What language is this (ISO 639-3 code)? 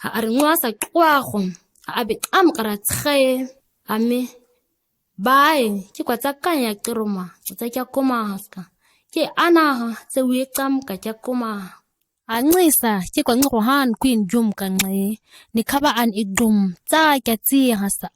gnk